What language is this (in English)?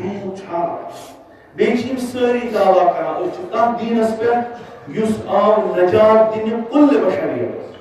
Kashmiri